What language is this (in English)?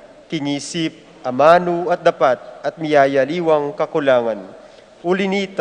Pampanga